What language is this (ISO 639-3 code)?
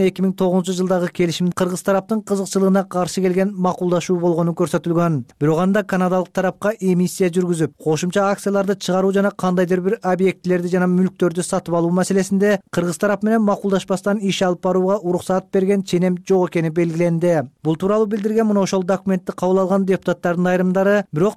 kir